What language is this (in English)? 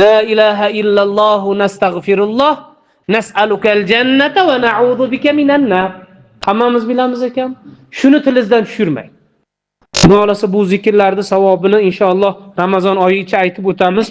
Uzbek